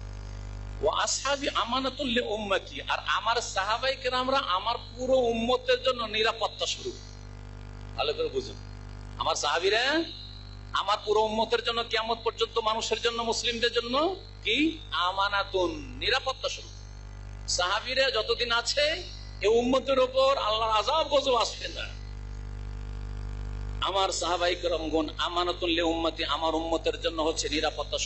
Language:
Bangla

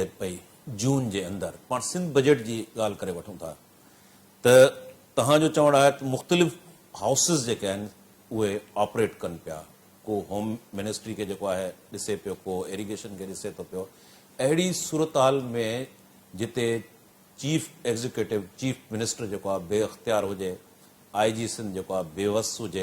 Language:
Sindhi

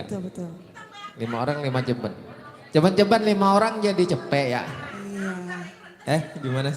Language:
Betawi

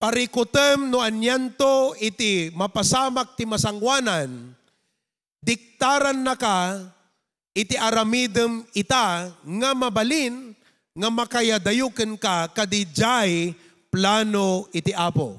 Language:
Iloko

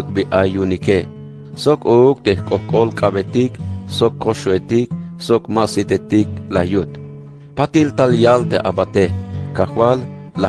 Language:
Tzeltal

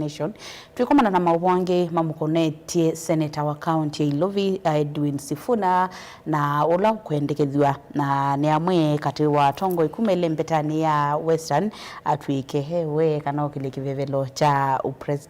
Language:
Kamba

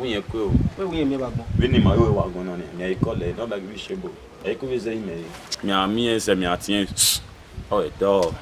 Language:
Bini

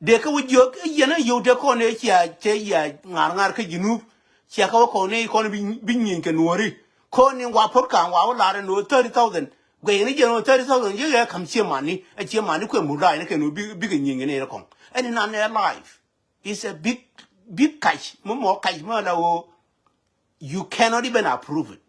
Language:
Nuer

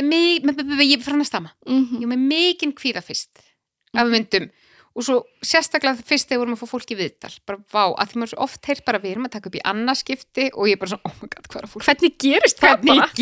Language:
Icelandic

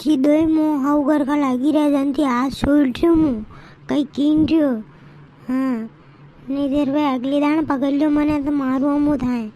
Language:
Rajasthani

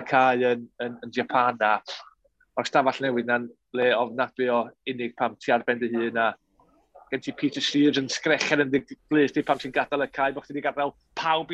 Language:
Welsh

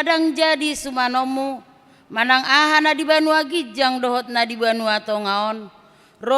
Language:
Batak Toba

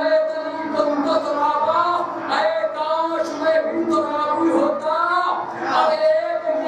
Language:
Urdu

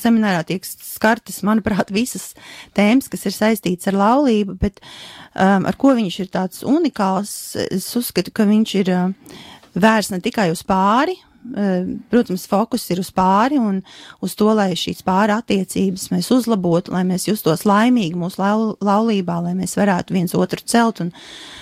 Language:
Latvian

